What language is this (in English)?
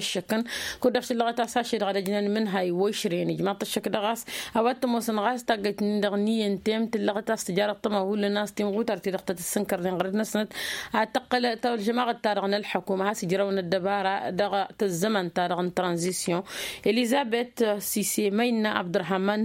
Tamasheq